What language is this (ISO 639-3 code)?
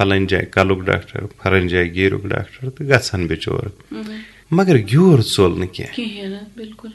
kas